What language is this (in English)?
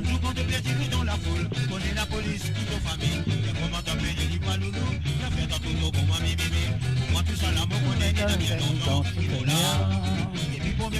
Morisyen